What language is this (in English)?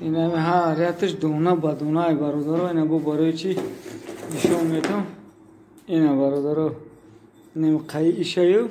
Tajik